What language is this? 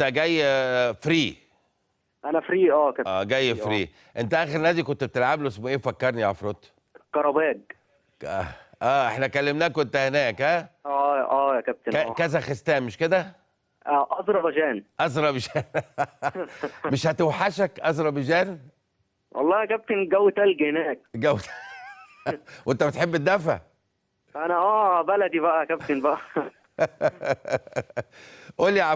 Egyptian Arabic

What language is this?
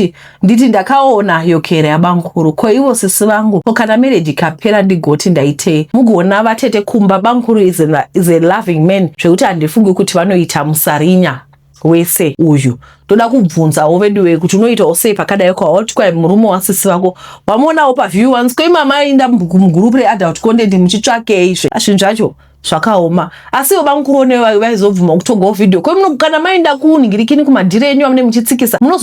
Shona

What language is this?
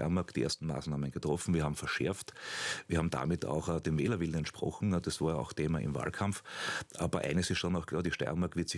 German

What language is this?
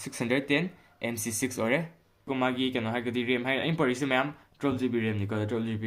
Manipuri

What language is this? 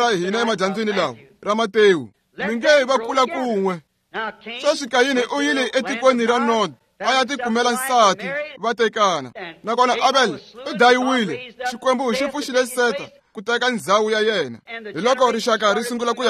Tsonga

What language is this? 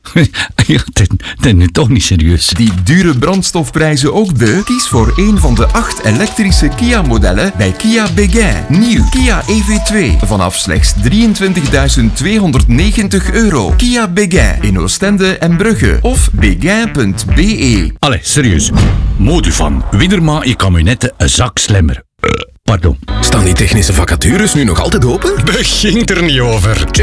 Dutch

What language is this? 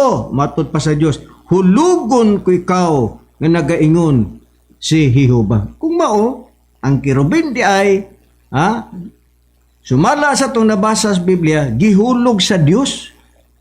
Cebuano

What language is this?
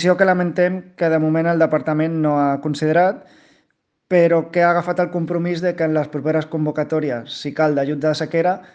Catalan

